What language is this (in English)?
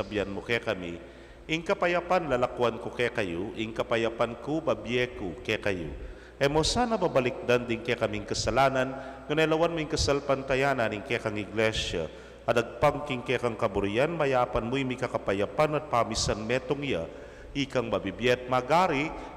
Pampanga